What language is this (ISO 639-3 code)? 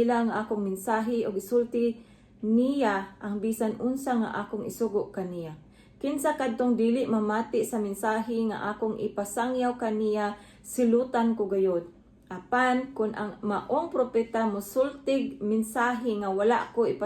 ceb